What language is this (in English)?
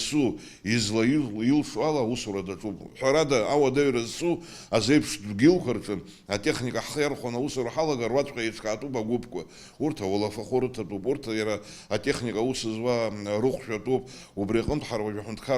Abkhazian